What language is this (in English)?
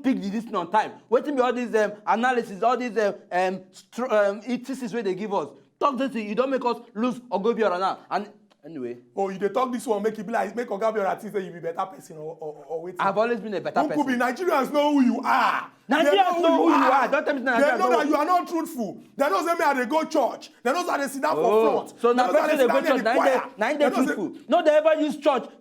Nigerian Pidgin